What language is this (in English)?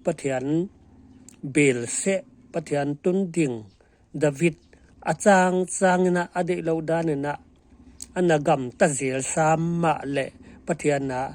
Paite Chin